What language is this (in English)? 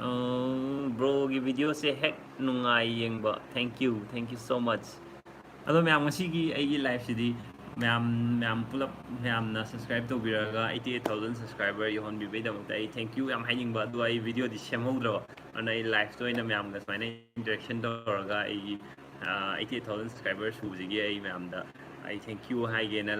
Manipuri